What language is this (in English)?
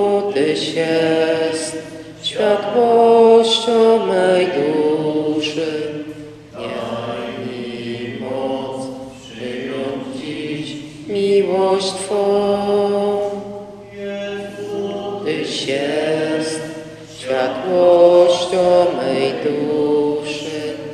Polish